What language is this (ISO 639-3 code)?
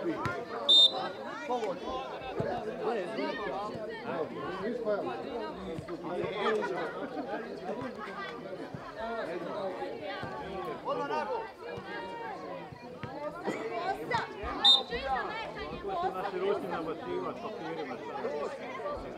hrv